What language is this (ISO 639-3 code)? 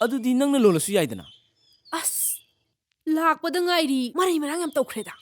mni